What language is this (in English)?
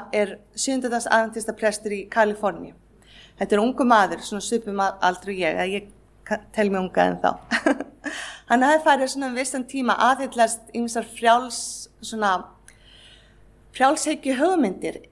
Icelandic